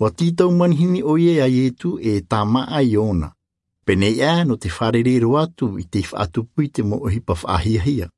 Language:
Tahitian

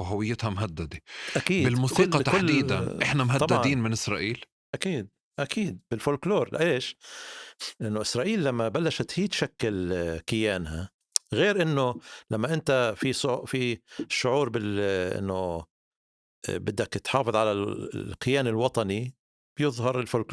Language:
North Levantine Arabic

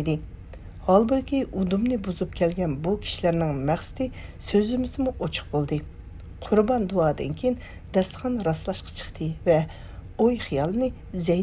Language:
Uyghur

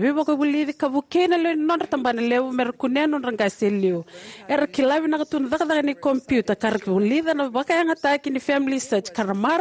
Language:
Fijian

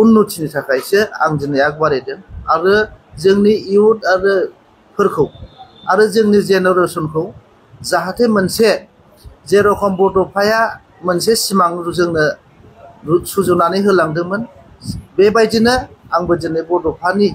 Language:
Bodo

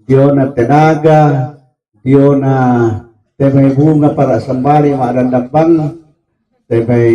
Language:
Toraja-Sa'dan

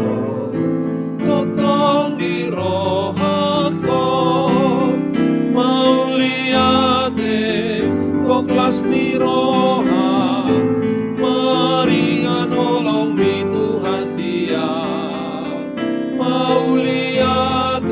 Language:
Batak Toba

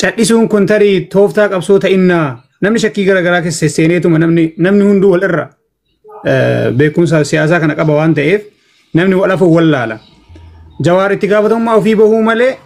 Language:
Oromo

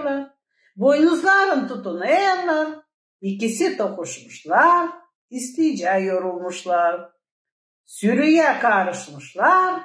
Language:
Gagauz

